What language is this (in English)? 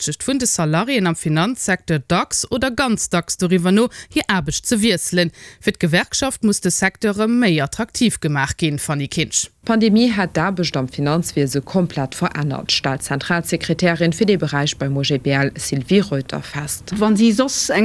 Luxembourgish